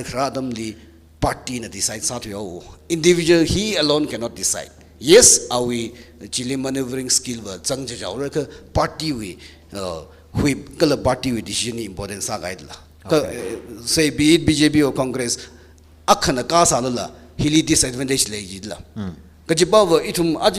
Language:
Tangkhul Naga (India)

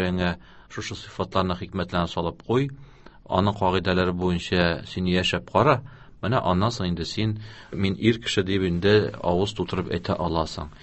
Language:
Tatar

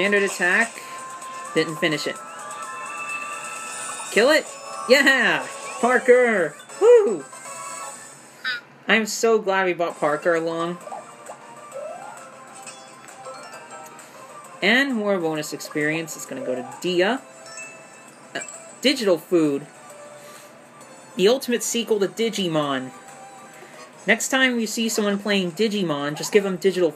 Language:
English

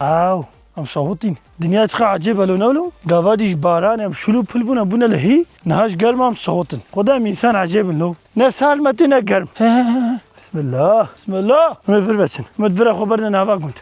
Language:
Kurdish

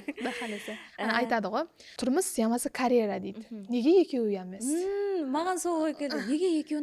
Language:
Kara-Kalpak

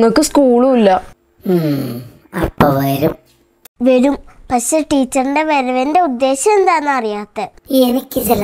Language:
Malayalam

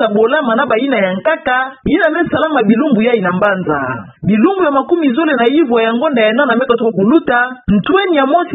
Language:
Kituba (Democratic Republic of Congo)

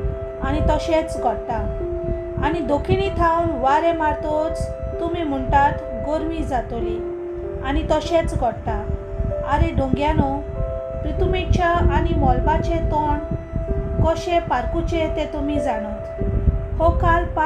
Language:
Konkani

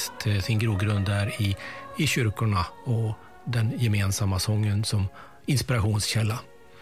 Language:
Swedish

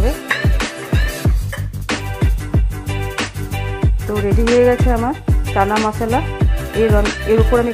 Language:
Bangla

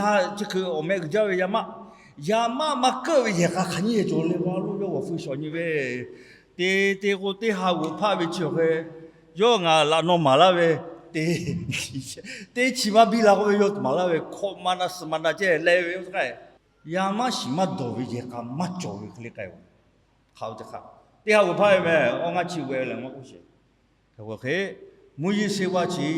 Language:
Lahu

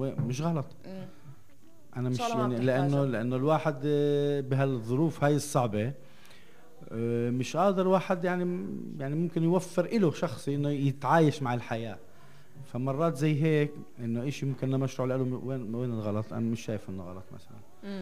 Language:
North Levantine Arabic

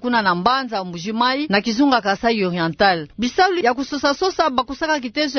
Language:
Kituba (Democratic Republic of Congo)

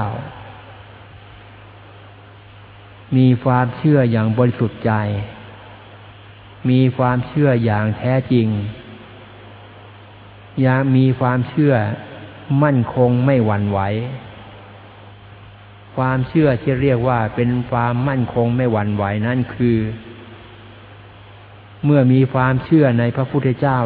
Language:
Thai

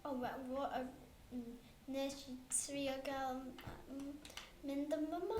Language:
Welsh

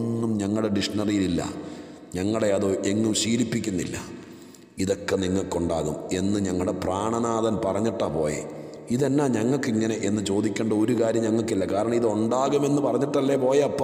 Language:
Malayalam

